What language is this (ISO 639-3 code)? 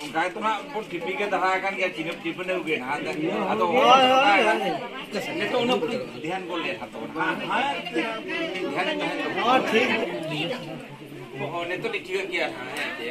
sat